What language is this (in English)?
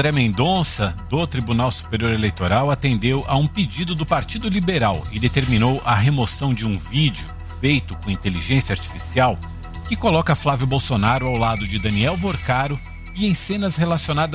Portuguese